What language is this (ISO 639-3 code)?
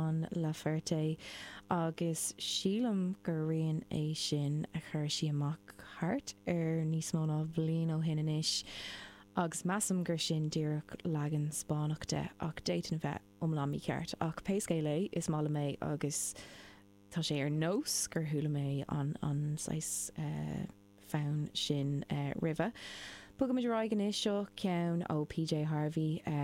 gle